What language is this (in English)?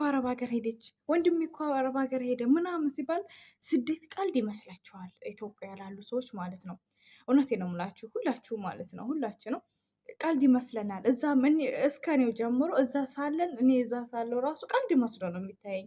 Amharic